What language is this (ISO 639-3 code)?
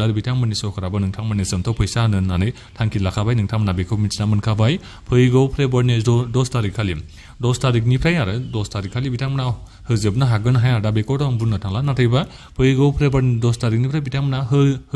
brx